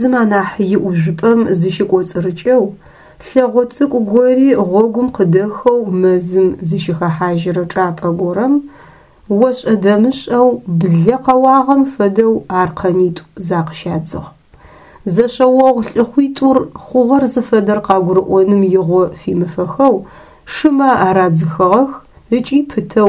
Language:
Adyghe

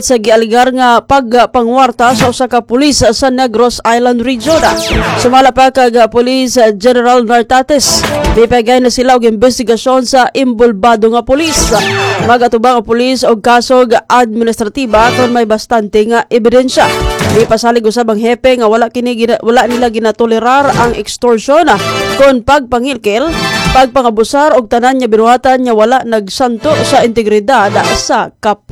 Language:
Cebuano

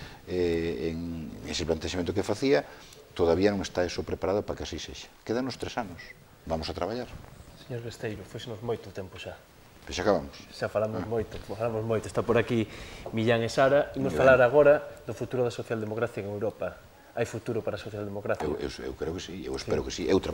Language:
Galician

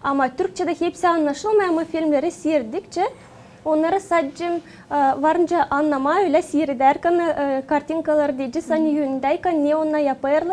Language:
Gagauz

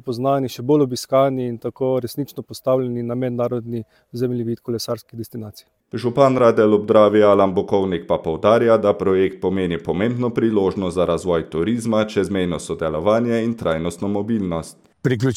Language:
Slovenian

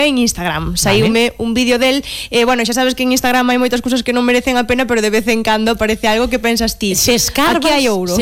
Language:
Galician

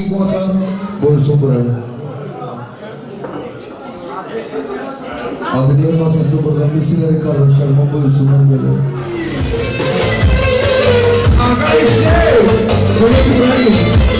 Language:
Turkish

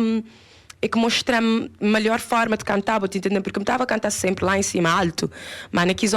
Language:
Kabuverdianu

